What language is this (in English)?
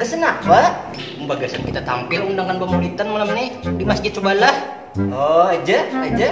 Banjar